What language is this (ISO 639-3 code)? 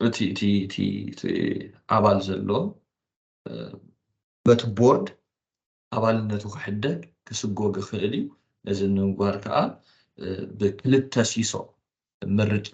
tir